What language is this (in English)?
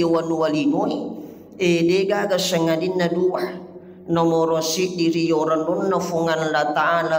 Buginese